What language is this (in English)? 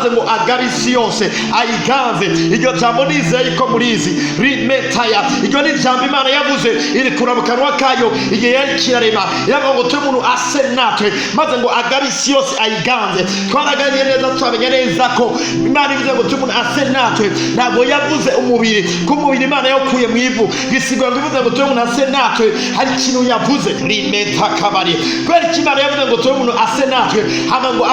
Rundi